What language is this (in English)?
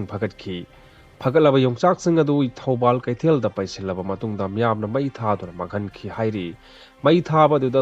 Manipuri